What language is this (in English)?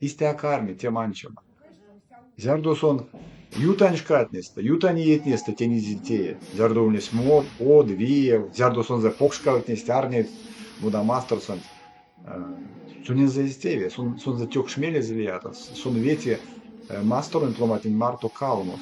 Erzya